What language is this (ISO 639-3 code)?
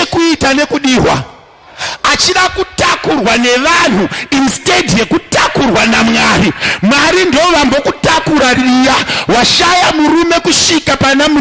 sna